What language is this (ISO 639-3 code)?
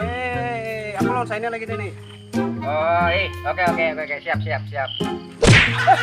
bjn